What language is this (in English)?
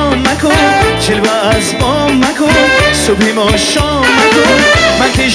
Tajik